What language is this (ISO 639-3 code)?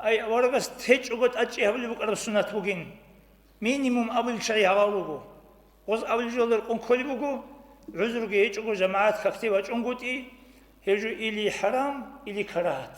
ava